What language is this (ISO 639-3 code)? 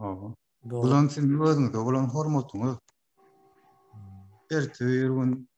tuk